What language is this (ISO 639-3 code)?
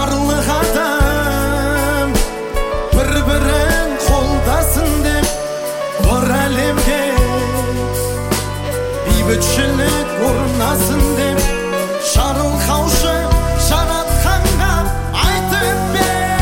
kaz